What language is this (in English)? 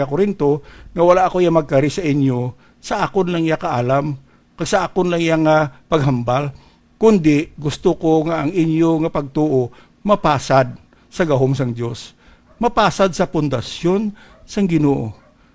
Hiligaynon